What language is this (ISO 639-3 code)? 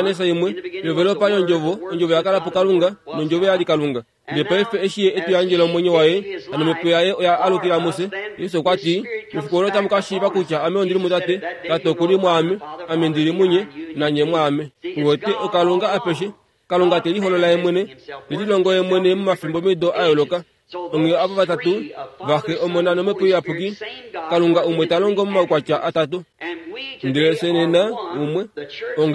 kua